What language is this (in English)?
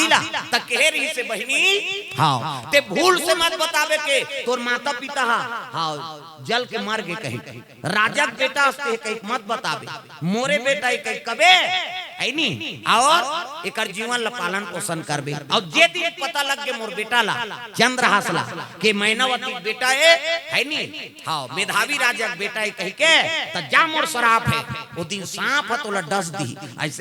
Chhattisgarhi